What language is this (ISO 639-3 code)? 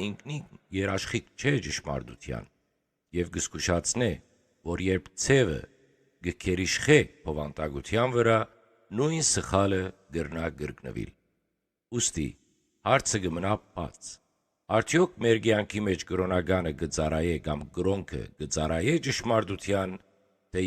hyw